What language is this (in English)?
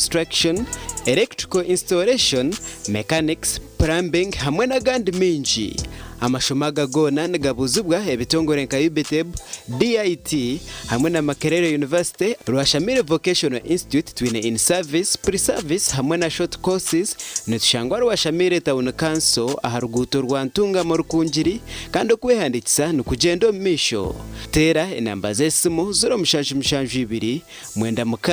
Nyankole